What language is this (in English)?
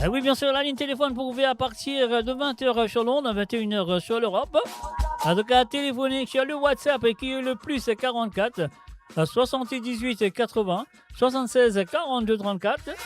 Morisyen